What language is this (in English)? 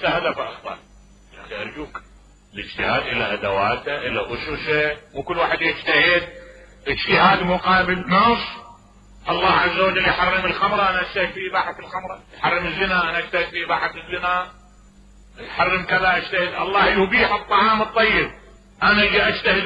Mesopotamian Arabic